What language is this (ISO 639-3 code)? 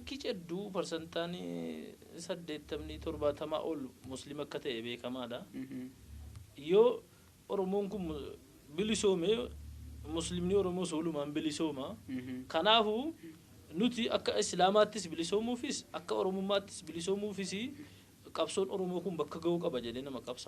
orm